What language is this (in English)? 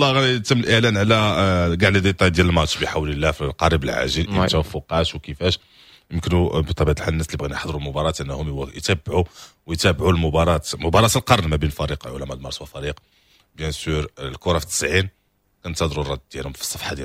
Moroccan Arabic